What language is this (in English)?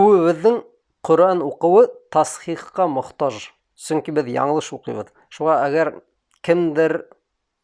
Bashkir